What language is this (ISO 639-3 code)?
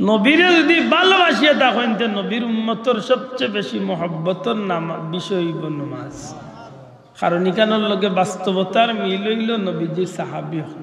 syl